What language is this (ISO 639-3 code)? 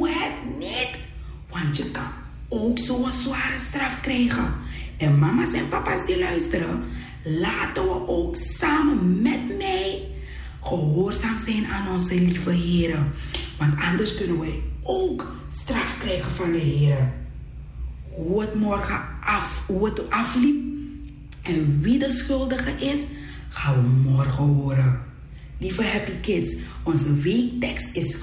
nld